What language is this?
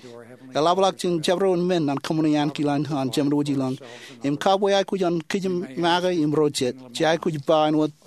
Marshallese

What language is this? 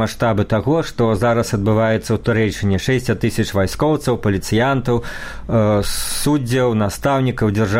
Belarusian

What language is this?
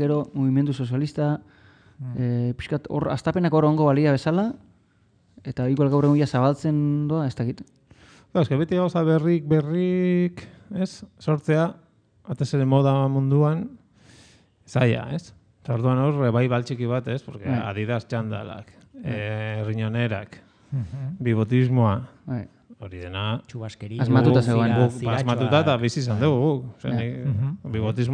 Basque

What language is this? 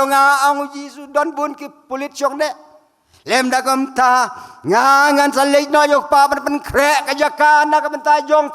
Khasi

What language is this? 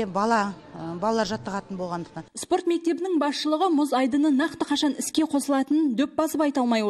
Kazakh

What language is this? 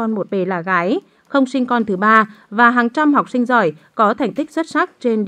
Vietnamese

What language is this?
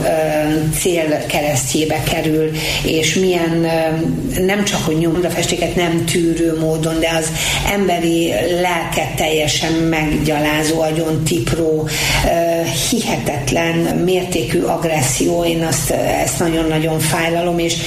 Hungarian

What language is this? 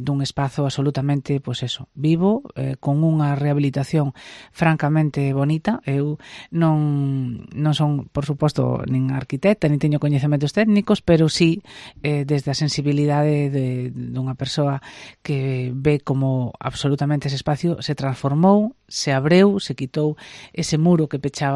Galician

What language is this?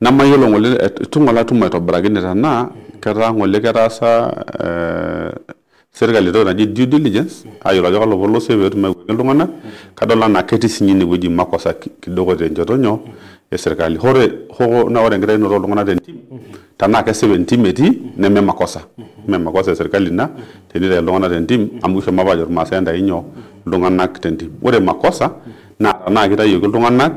Masai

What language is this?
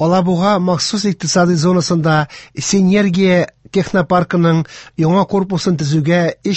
Tatar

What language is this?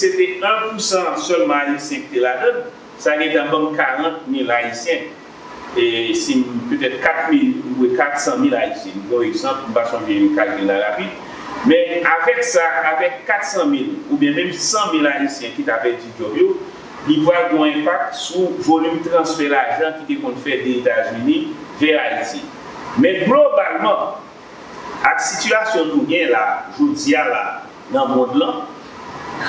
Haitian Creole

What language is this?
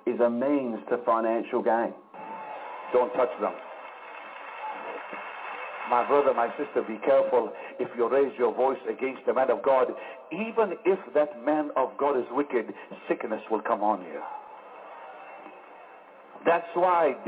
English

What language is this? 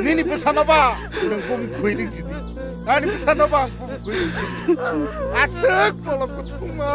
Kok Borok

